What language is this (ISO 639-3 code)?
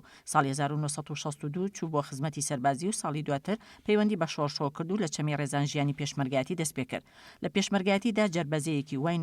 ckb